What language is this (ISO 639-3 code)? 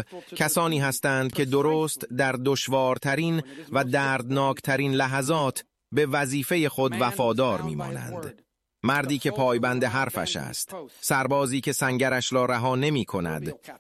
fas